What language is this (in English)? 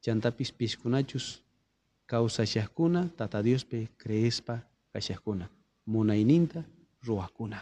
South Bolivian Quechua